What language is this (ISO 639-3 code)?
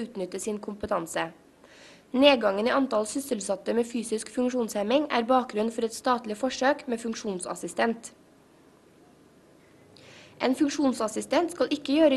nor